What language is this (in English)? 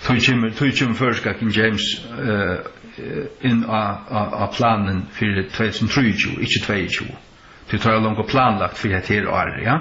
Faroese